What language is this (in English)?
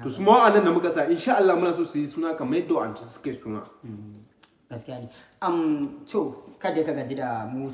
Hausa